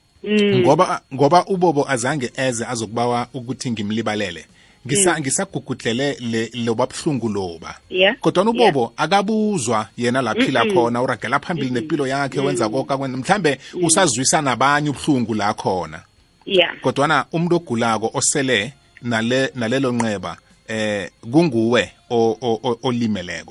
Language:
South Ndebele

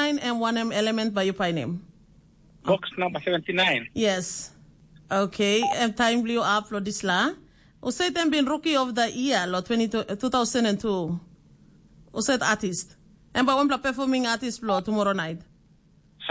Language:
Tok Pisin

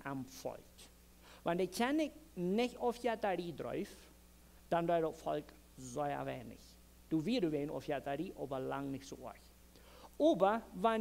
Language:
Plautdietsch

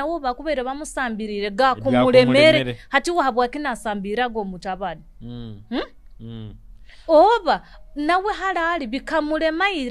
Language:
Nyoro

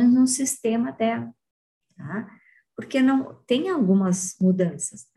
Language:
Portuguese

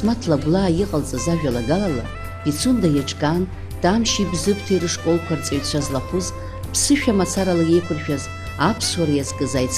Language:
Abkhazian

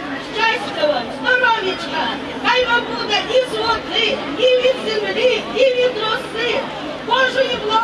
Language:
Ukrainian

